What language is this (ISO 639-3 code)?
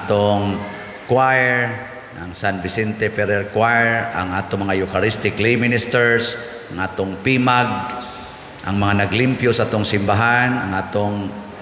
ceb